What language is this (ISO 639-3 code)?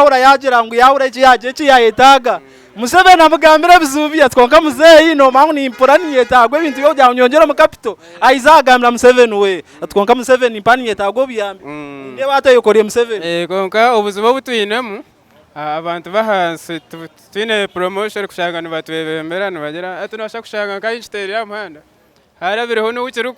nyn